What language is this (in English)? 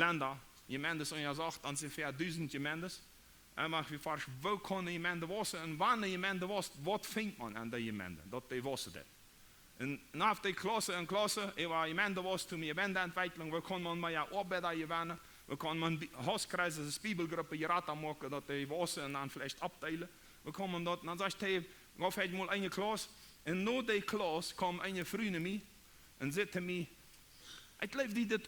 Plautdietsch